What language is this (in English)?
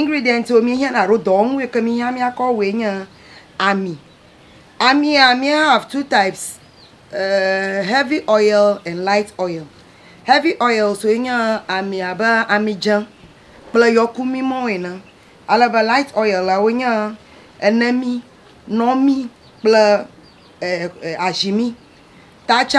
Ewe